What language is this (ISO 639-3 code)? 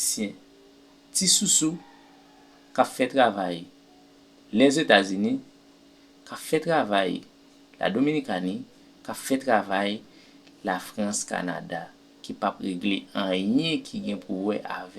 hat